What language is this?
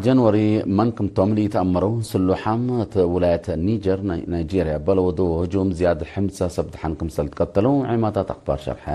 Tigre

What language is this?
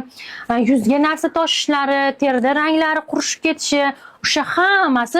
Uzbek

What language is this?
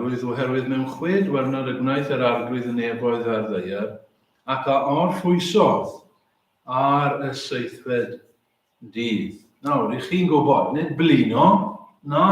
Welsh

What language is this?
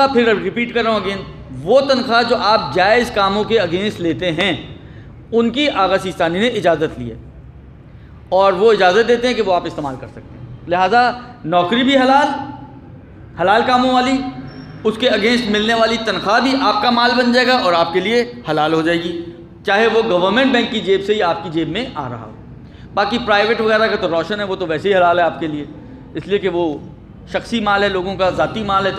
Urdu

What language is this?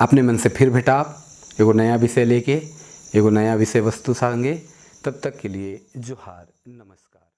Sadri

